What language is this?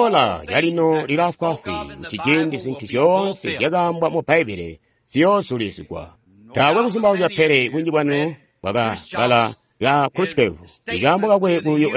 Tonga (Zambia)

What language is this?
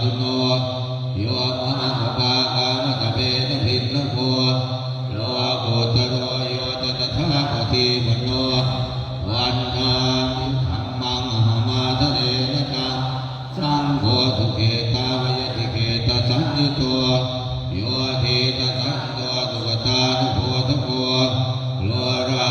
Pali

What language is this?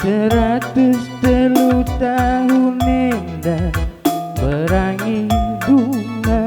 Batak Karo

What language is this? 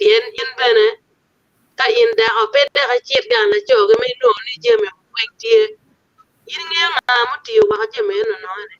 Acoli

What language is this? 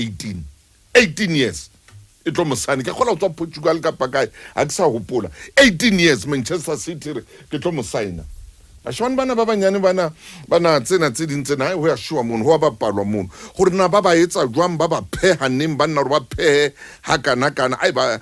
Southern Sotho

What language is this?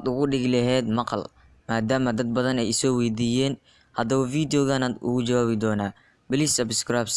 Somali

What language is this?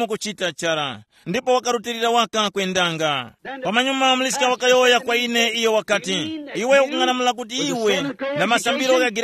Tumbuka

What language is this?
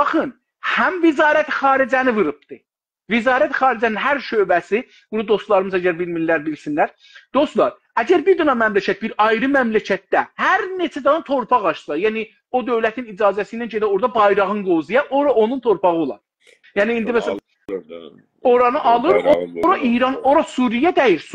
South Azerbaijani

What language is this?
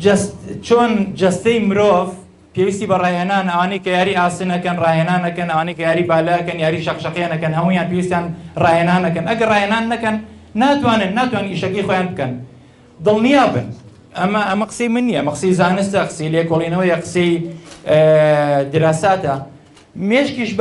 Central Kurdish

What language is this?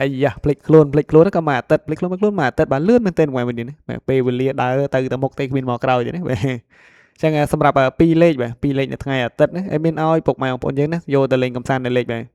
Khmer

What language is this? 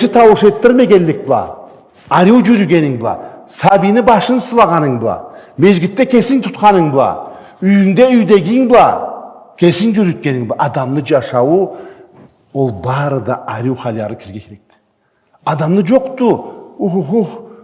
Karachay-Balkar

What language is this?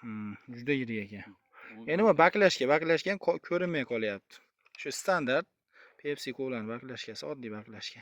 Uzbek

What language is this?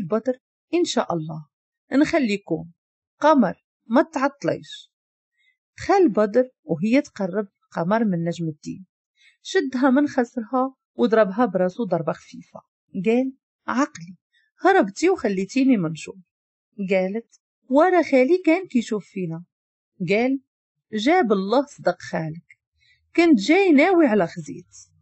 Moroccan Arabic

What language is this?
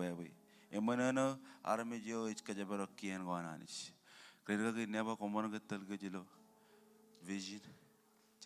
Marshallese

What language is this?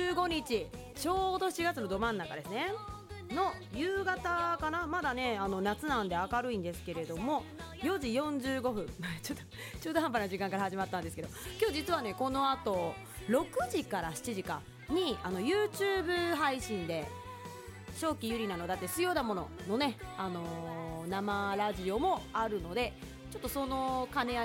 Japanese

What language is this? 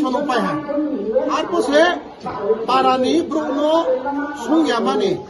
Kok Borok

